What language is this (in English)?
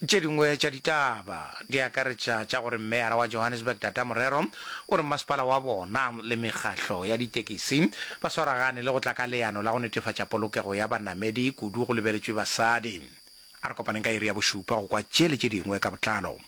Northern Sotho